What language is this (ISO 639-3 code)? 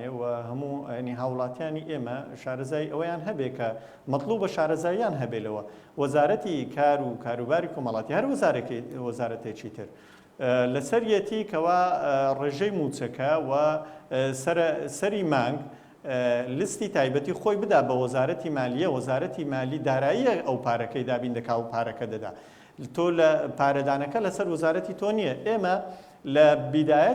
ckb